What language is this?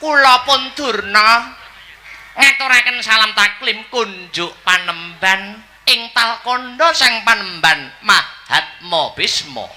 Javanese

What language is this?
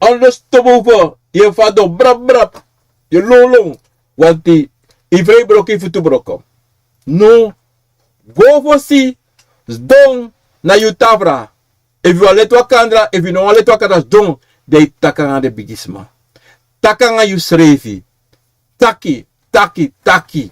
Sranan Tongo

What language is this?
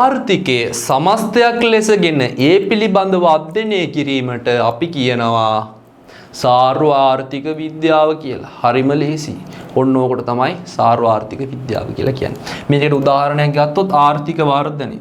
Sinhala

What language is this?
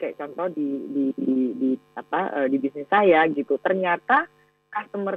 Indonesian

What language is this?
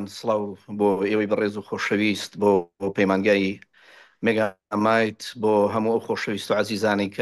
Central Kurdish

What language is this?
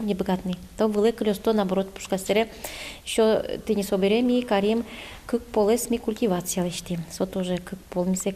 Udmurt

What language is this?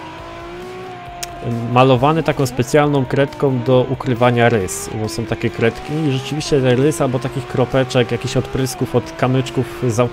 Polish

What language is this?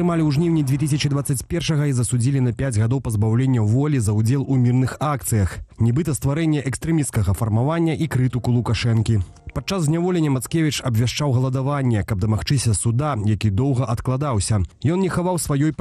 Belarusian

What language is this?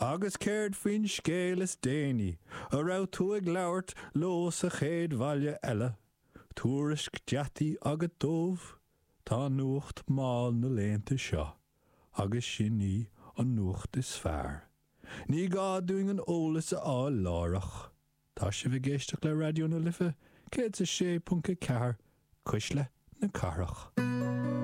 Irish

